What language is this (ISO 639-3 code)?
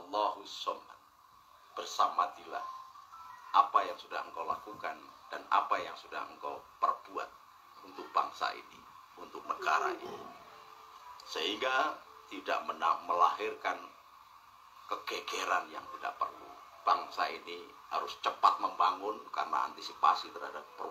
ind